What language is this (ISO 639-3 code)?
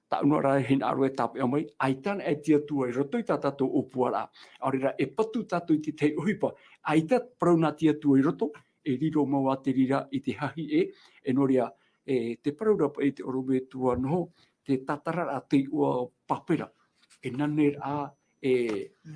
tah